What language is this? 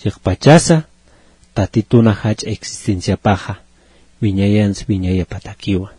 Aymara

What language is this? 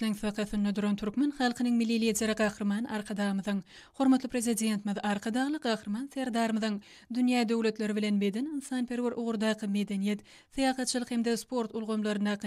Turkmen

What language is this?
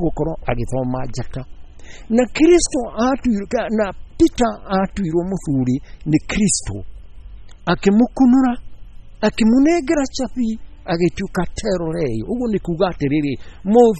Kikuyu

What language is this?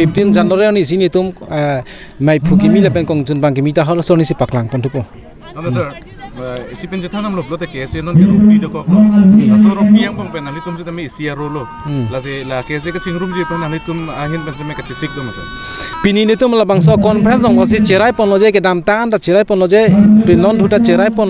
Karbi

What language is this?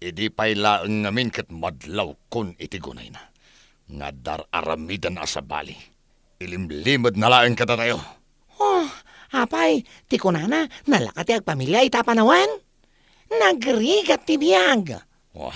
Iloko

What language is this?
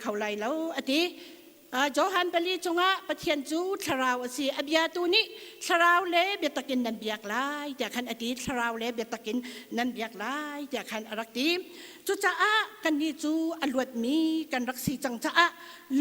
Hakha Chin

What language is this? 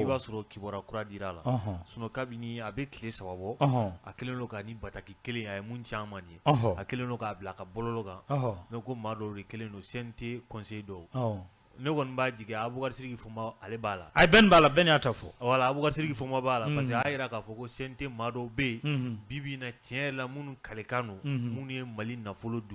Bambara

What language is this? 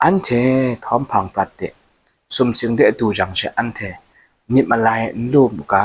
Kachin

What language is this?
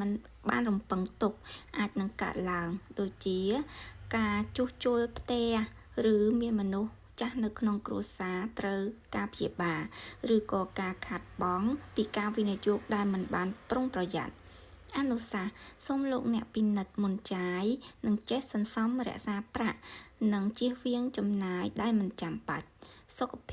Khmer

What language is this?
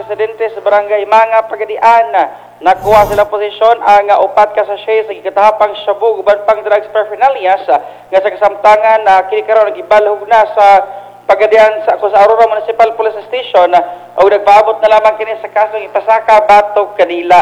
Cebuano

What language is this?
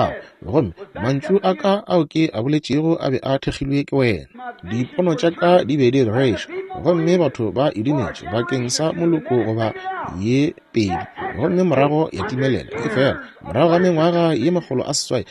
Northern Sotho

